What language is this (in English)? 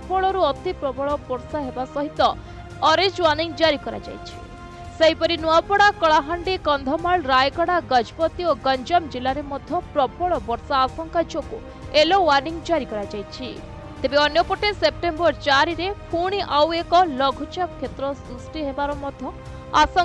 Odia